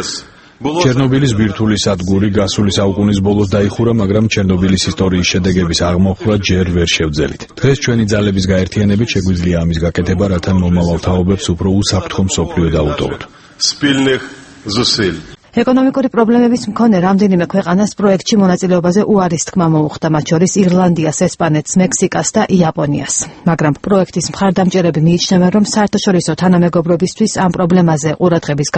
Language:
Georgian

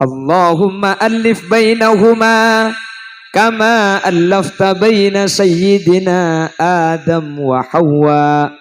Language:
Madurese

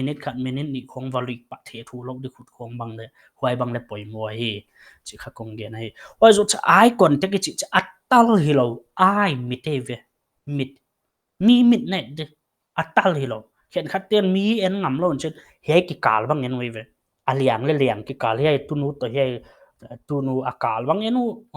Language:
Paite Chin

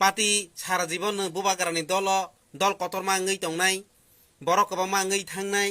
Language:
Kok Borok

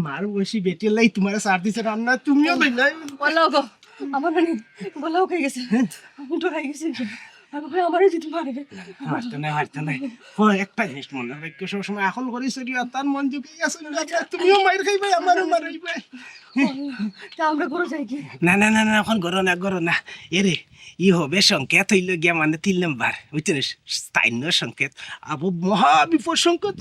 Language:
Sylheti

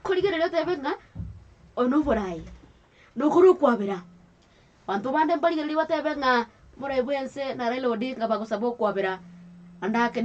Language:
Gusii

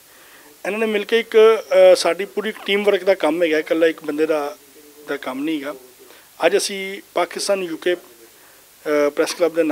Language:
Western Panjabi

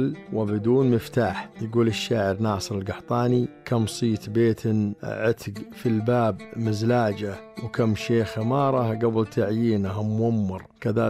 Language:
Najdi Arabic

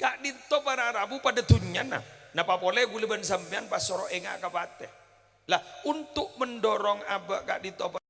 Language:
Madurese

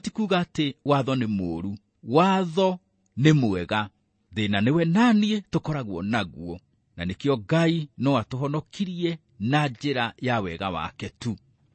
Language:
Kikuyu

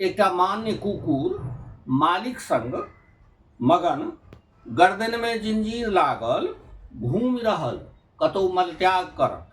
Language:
Maithili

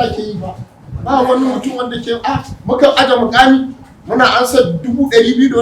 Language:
Hausa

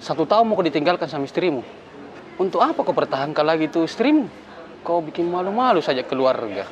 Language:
Makassar Malay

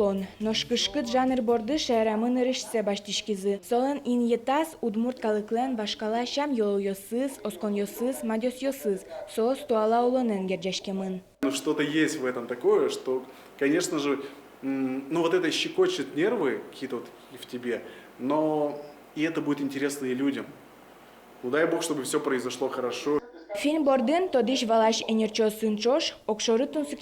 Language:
Udmurt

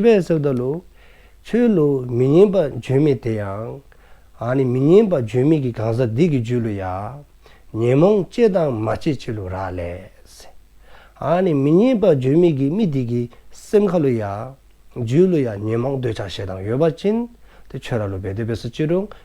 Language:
Dzongkha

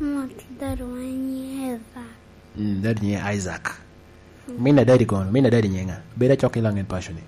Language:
Lango (Uganda)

